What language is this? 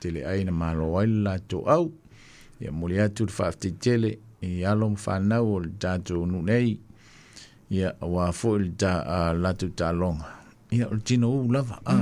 Samoan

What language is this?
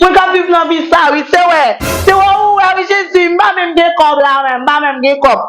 Haitian Creole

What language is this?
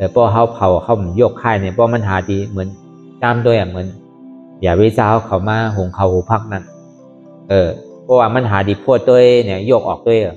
Shan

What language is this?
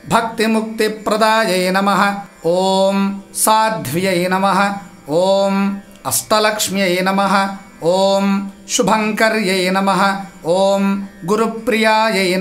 Telugu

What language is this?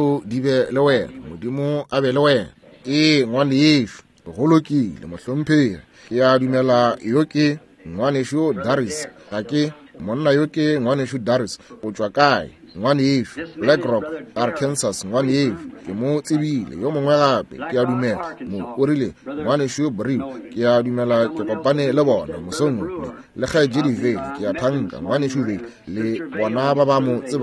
Northern Sotho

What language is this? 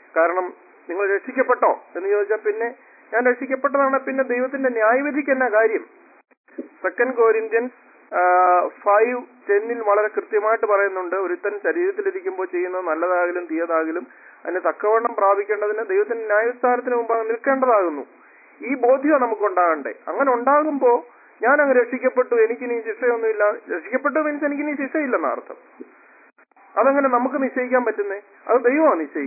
Malayalam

